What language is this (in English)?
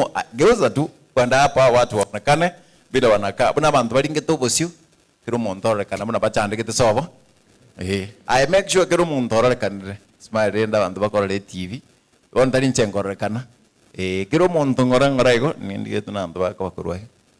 Gusii